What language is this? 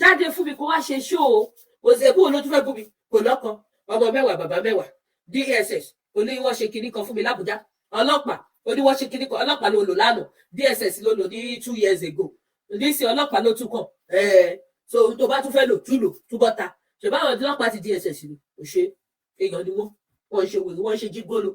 Yoruba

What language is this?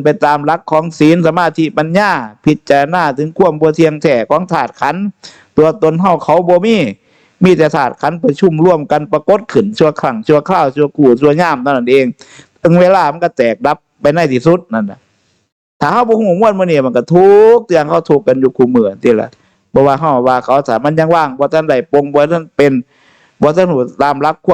Northeastern Thai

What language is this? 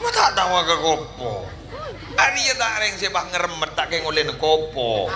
Madurese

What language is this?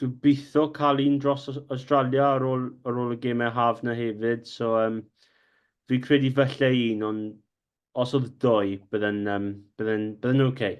Welsh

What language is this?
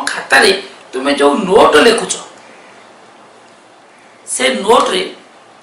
Odia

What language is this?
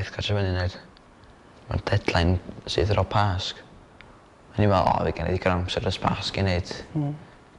Welsh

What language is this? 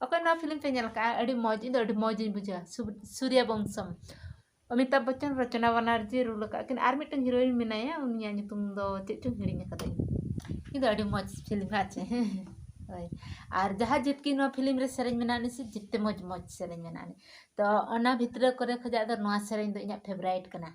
Santali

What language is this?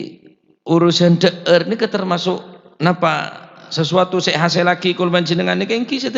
Madurese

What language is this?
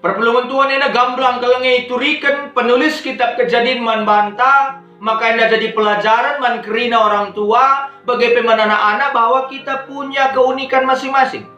Batak Karo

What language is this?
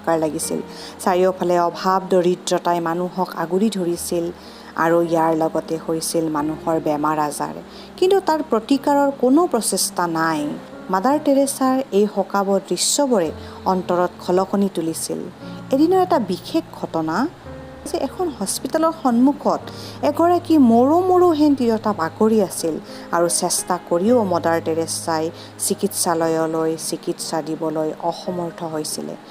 Assamese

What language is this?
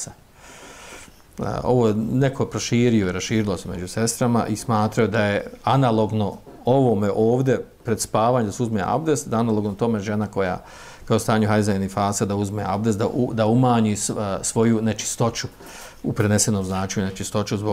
Bosnian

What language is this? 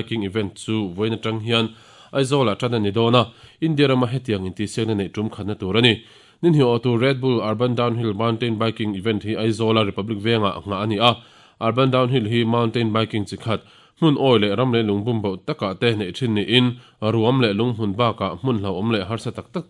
Mizo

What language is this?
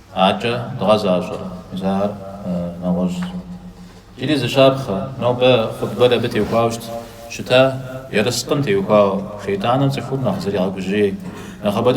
Kabardian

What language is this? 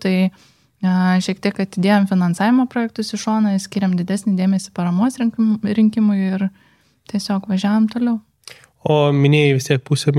Lithuanian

